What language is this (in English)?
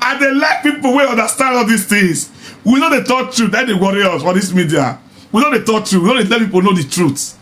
Nigerian Pidgin